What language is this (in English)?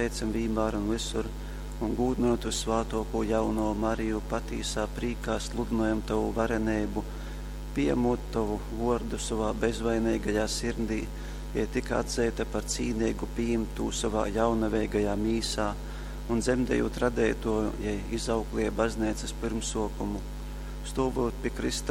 Latgalian